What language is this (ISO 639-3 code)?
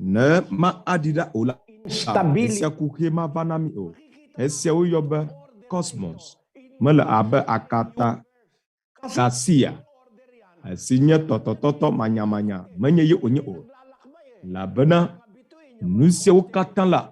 ewe